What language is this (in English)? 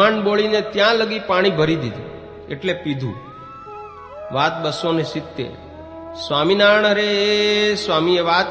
Gujarati